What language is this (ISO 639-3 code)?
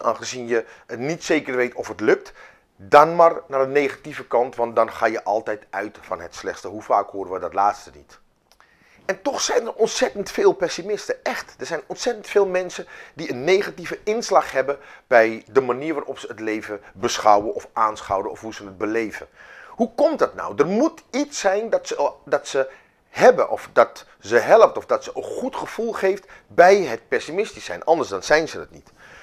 nld